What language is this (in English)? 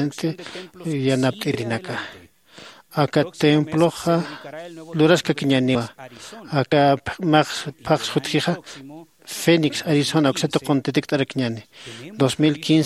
Aymara